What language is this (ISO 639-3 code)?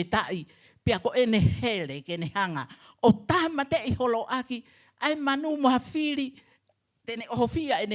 ton